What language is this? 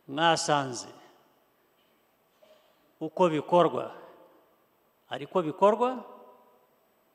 Kinyarwanda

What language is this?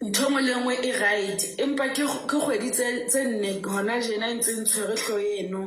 Southern Sotho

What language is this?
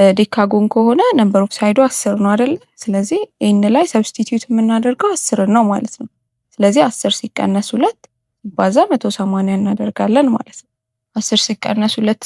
Amharic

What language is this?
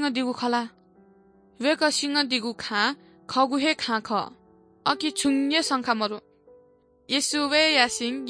Newari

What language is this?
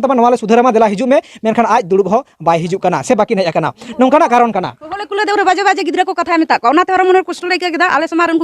Santali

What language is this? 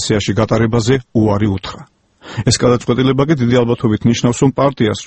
Georgian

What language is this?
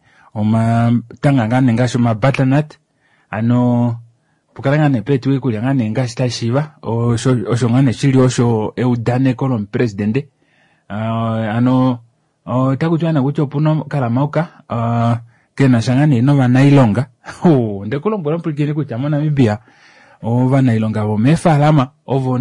Kuanyama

